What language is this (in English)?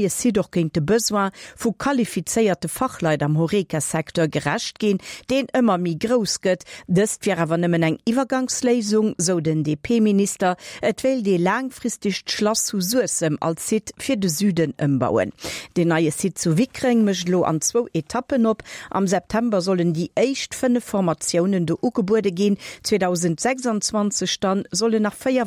Luxembourgish